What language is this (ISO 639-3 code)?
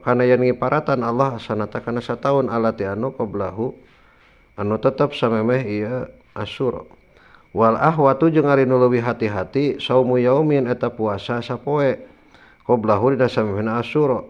sun